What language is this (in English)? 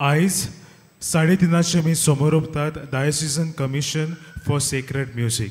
Konkani